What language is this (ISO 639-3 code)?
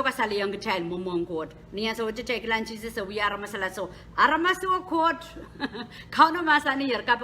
pon